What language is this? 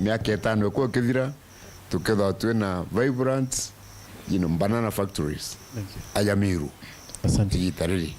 Meru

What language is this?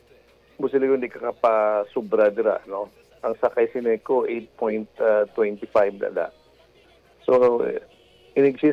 Hiligaynon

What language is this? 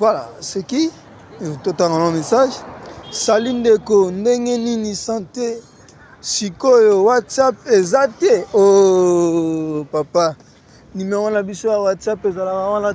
Lingala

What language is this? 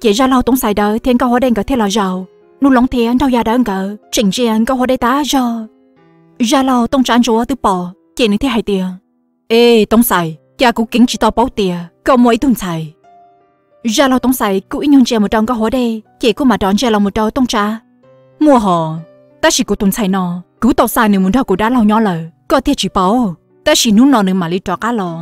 Hmong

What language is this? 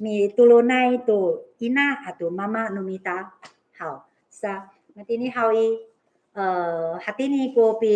Amis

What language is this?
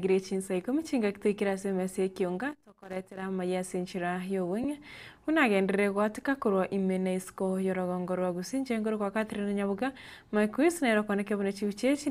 Gusii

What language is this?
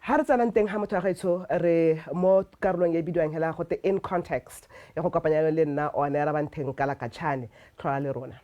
Tswana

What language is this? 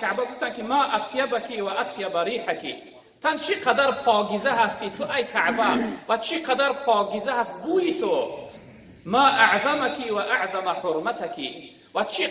Tajik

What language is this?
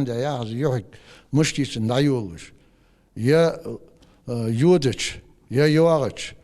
Ingush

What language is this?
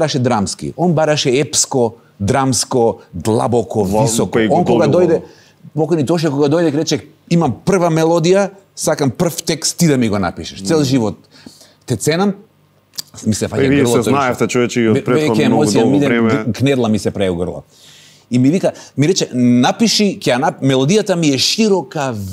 Macedonian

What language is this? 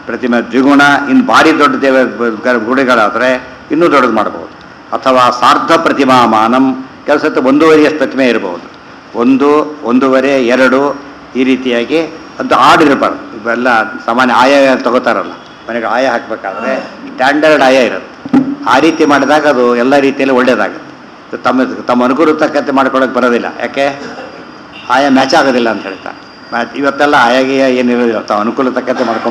Kannada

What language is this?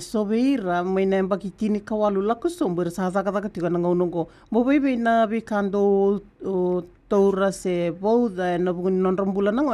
Fijian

